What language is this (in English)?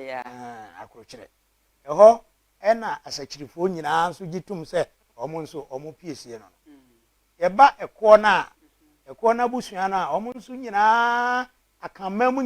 Akan